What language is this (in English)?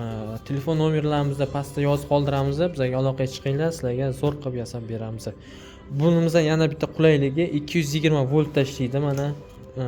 Uzbek